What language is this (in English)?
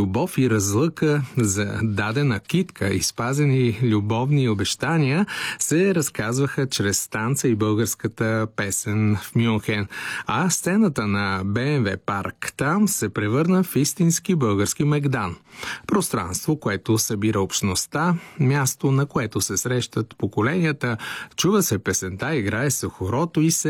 Bulgarian